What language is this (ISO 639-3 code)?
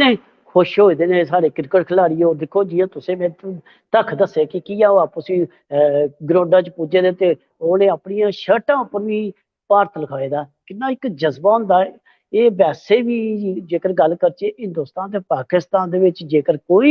doi